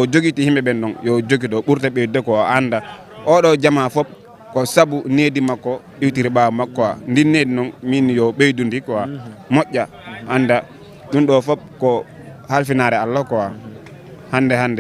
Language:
Fula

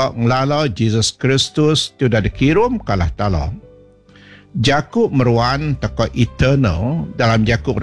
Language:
Iban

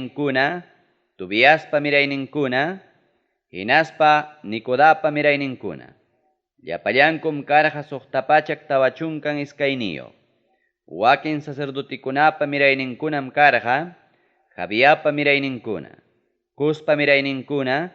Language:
Ayacucho Quechua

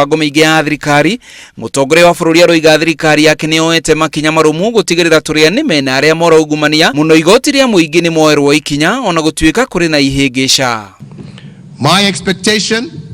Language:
Kikuyu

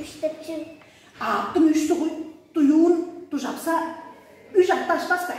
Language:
Tuvinian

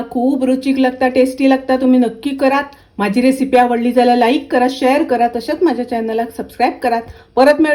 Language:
Konkani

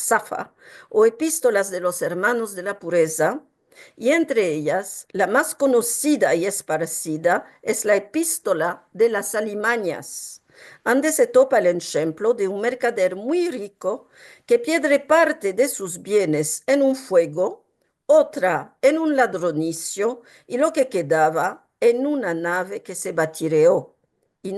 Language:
Ladino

